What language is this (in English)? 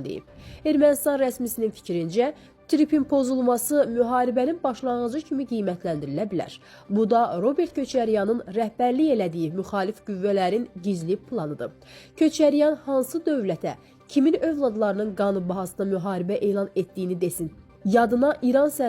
Azerbaijani